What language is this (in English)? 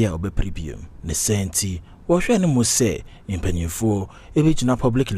Akan